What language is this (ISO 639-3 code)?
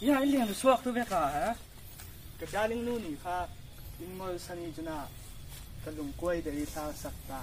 cfm